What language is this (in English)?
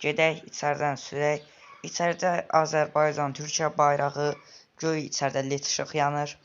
Azerbaijani